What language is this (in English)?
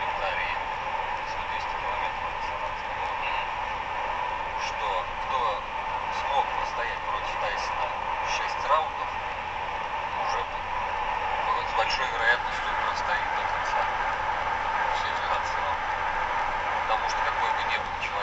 Russian